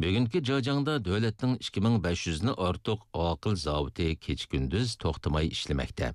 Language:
Uyghur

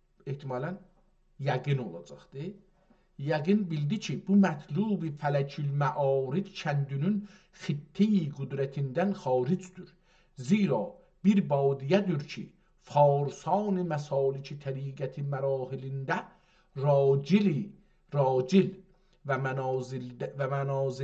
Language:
South Azerbaijani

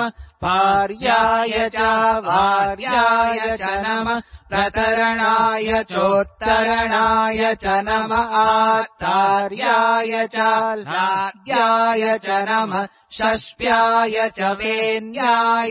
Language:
Sanskrit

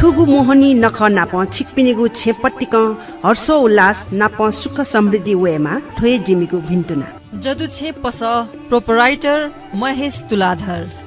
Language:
Newari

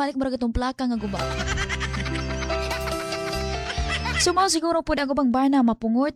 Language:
Cebuano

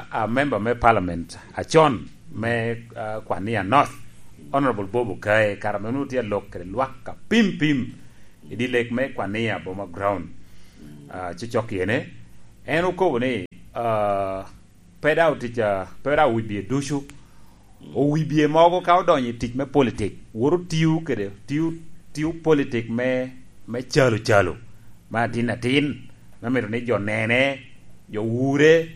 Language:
Lango (Uganda)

